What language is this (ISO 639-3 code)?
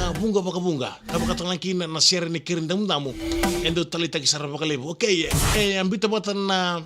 fij